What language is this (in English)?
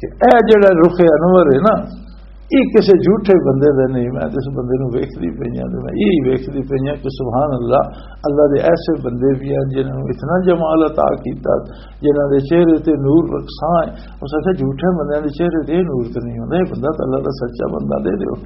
Western Panjabi